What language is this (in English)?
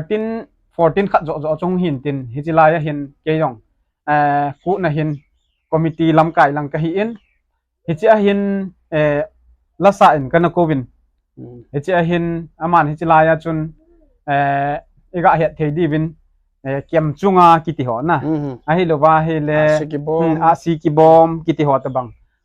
Thado Chin